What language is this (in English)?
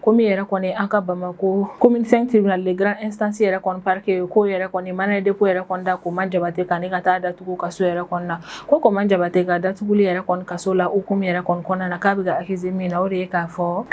Bambara